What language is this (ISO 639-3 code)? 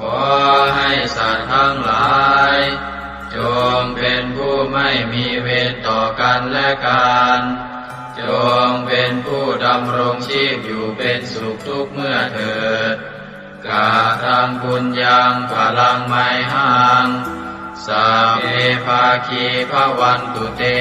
pli